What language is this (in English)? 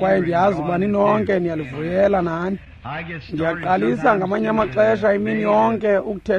Xhosa